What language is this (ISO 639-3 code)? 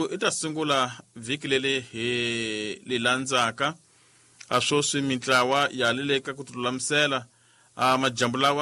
tso